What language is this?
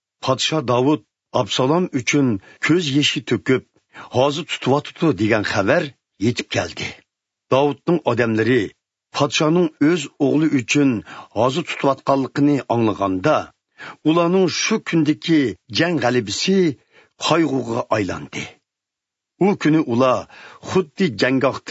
Uyghur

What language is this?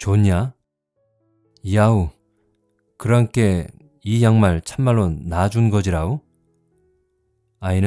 Korean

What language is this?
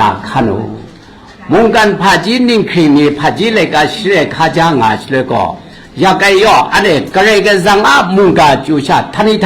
Kachin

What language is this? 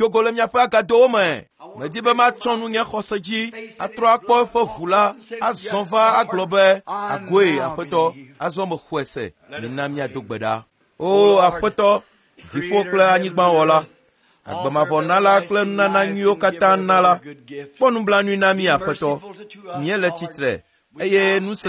Ewe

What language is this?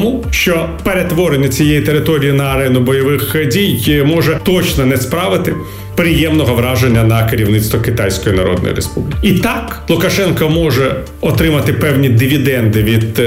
Ukrainian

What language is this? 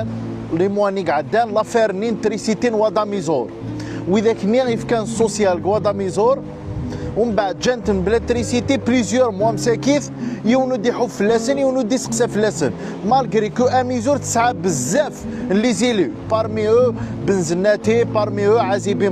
Kabyle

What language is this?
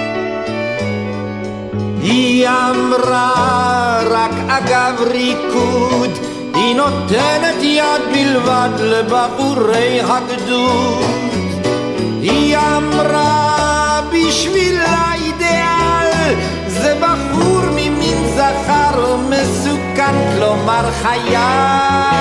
Hebrew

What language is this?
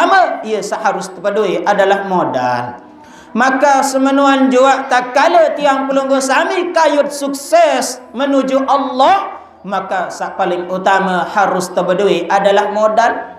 Sasak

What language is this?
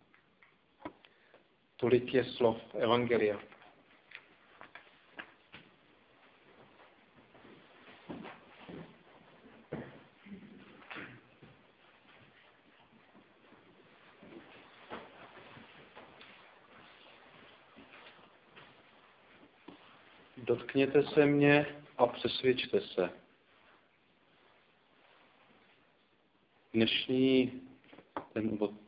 Czech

